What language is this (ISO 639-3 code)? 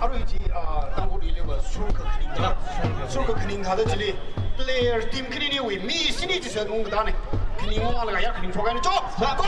nmf